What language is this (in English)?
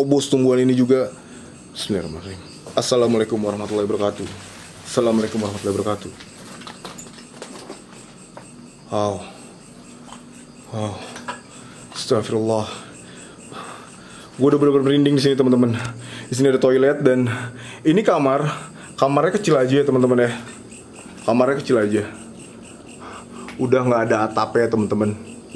Indonesian